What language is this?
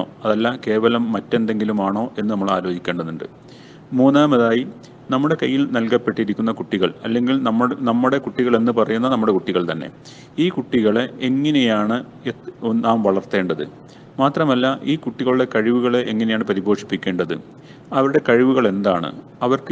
Malayalam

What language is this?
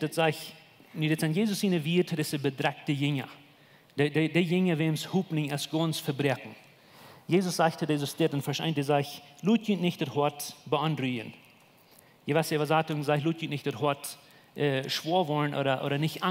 Plautdietsch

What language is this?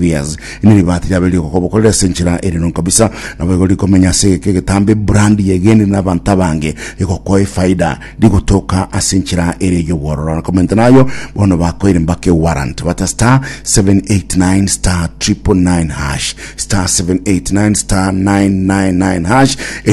Gusii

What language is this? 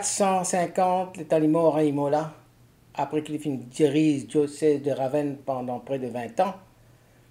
Morisyen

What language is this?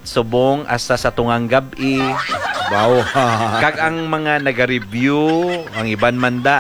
Hiligaynon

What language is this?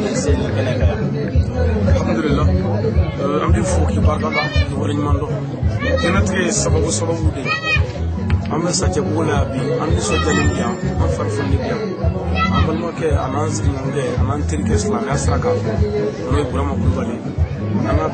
Bambara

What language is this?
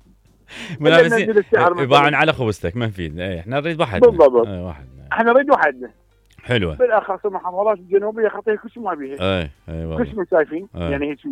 Mesopotamian Arabic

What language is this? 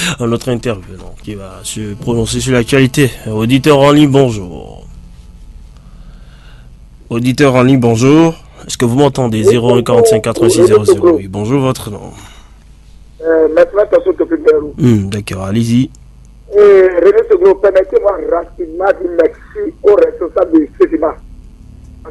French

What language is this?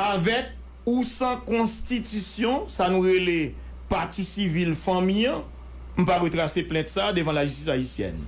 Haitian Creole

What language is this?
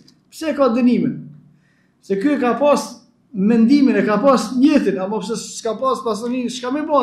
Albanian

